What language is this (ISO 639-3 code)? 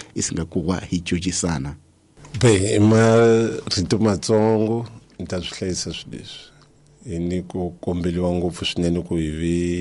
tso